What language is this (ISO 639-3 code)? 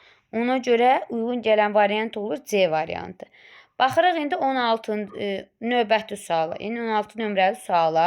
aze